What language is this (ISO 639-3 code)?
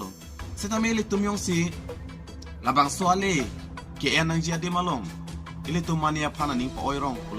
mjw